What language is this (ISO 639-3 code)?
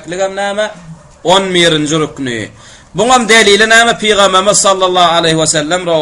tuk